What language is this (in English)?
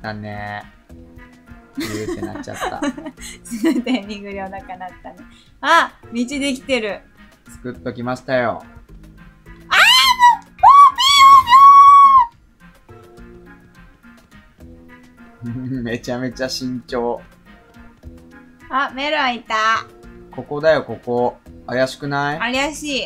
Japanese